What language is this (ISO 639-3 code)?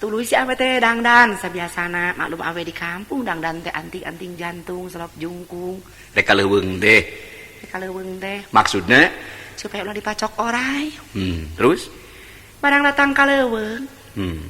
sun